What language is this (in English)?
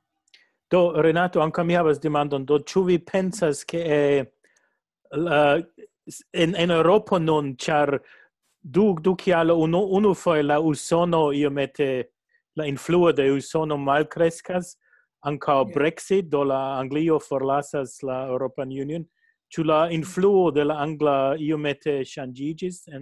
Esperanto